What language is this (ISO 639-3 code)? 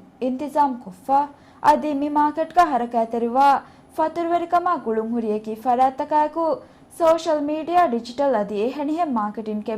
div